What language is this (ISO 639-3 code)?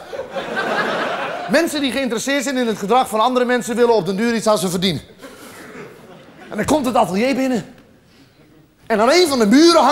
nld